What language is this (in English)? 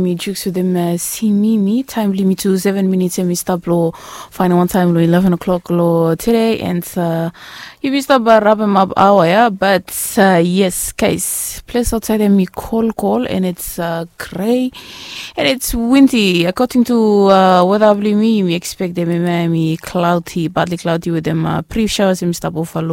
Bislama